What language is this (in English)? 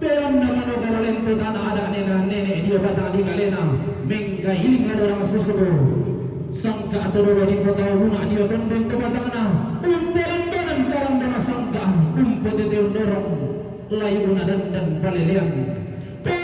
Toraja-Sa'dan